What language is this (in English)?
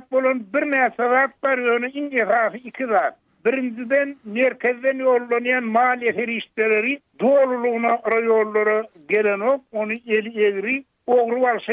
Turkmen